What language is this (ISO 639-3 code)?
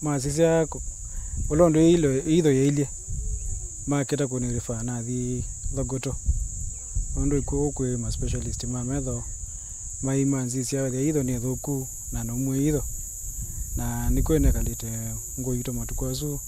kam